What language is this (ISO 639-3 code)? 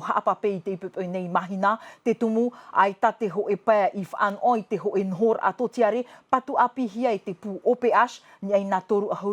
tah